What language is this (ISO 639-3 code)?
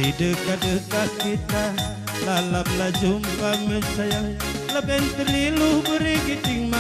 btx